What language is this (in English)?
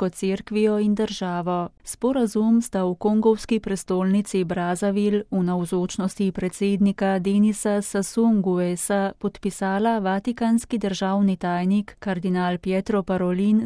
Slovenian